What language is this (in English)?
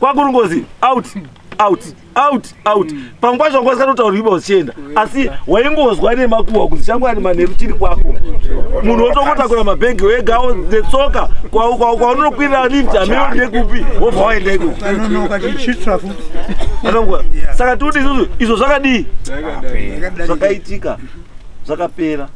Shona